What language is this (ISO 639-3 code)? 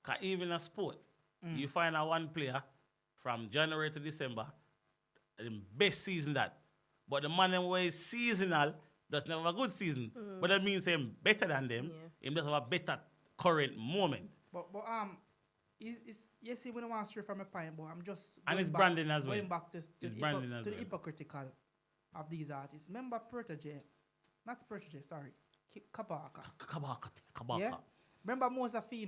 jam